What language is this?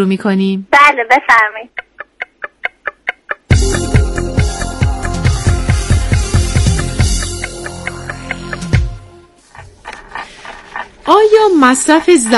Persian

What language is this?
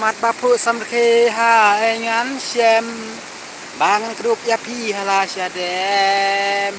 Khasi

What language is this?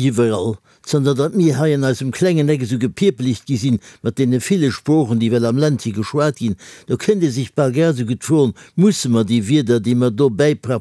Luxembourgish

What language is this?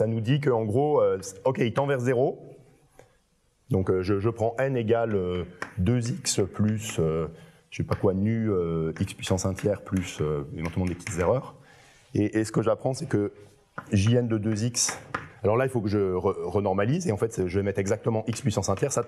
French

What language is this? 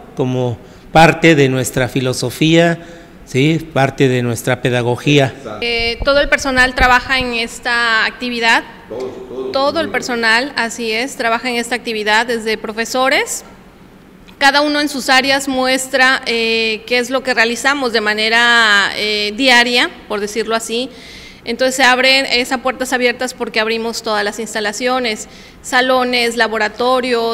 Spanish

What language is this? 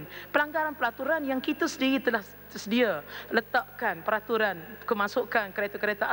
Malay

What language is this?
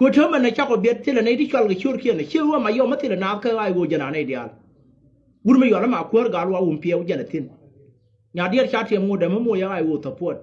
Nuer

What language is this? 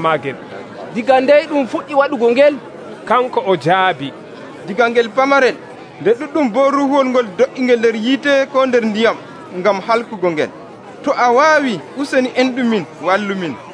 Nigerian Fulfulde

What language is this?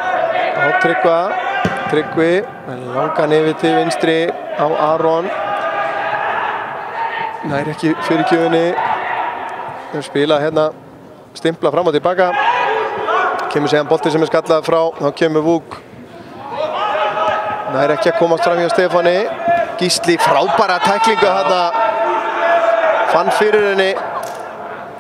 Icelandic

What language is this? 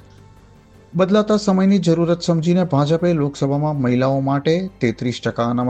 Gujarati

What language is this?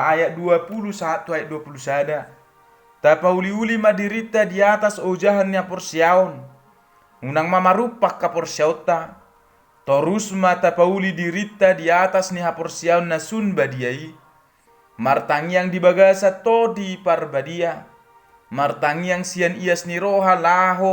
Batak Toba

